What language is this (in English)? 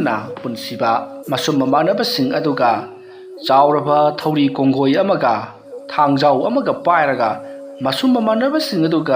Manipuri